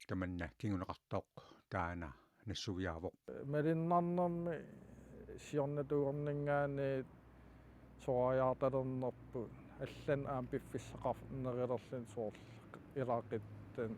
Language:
Kalaallisut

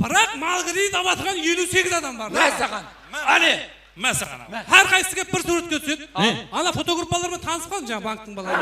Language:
Kara-Kalpak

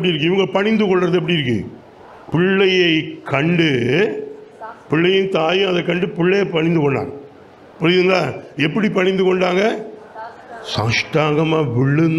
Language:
Tamil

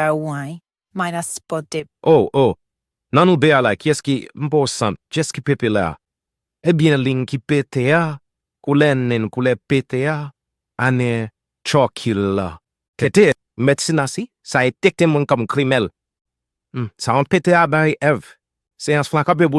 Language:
Haitian Creole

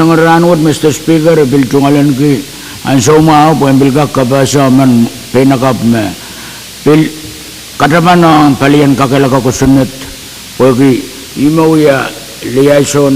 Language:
Pohnpeian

